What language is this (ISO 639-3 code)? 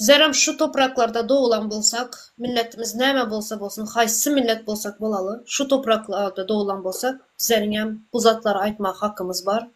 tuk